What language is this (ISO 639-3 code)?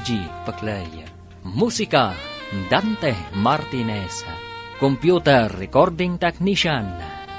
ilo